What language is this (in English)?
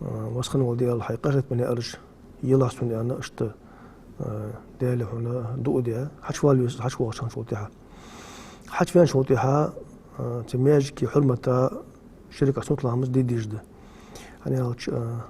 Ingush